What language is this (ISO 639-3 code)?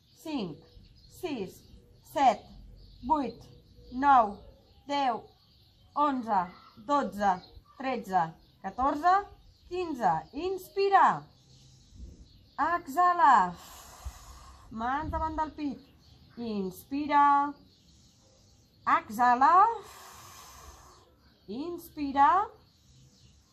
cat